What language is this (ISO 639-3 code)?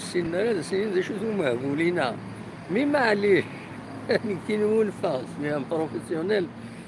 kab